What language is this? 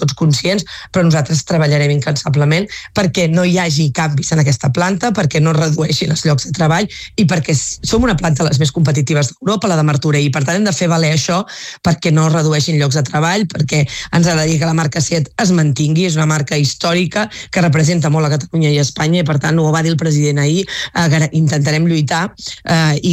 Catalan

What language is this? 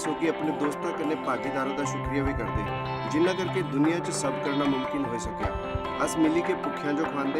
Dogri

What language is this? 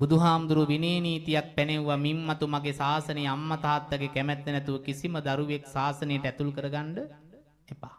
Sinhala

